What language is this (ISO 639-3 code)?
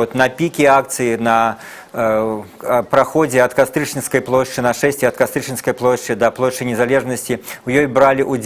bel